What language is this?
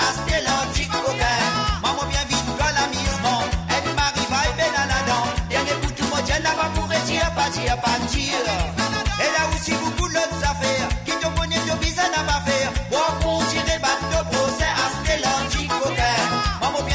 Morisyen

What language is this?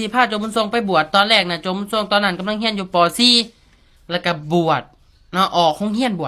Lao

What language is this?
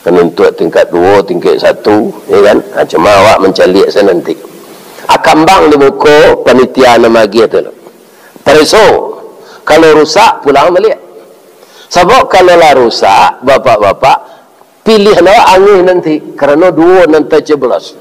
Minangkabau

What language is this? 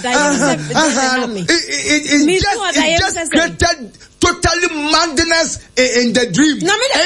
Akan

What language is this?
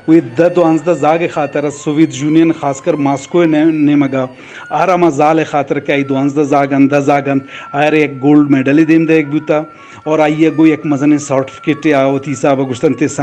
Eastern Balochi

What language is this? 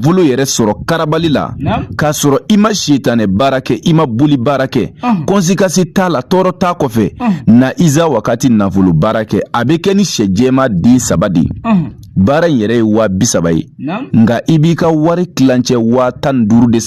Bambara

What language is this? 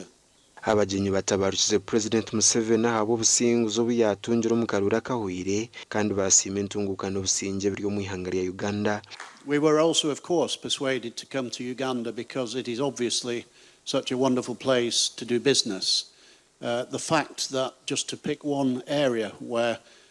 Nyankole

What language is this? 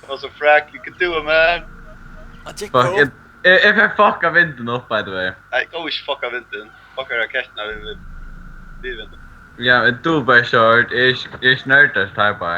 Faroese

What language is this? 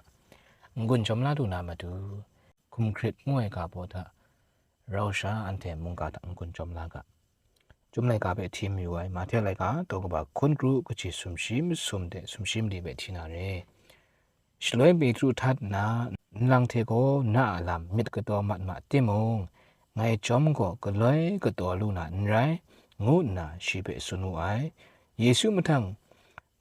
Kachin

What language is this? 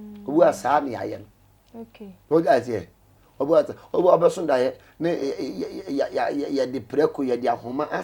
Akan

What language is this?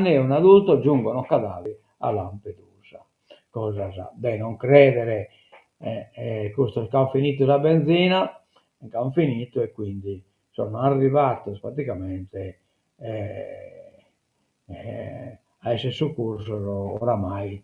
Sardinian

